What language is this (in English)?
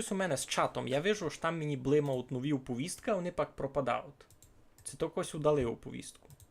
Rusyn